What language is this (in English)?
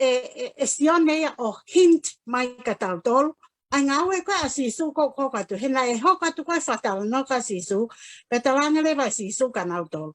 Tongan